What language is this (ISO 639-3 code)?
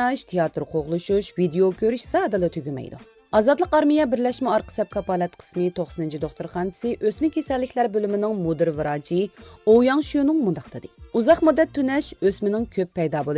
uig